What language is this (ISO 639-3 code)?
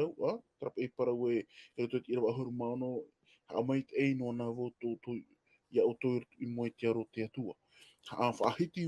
tah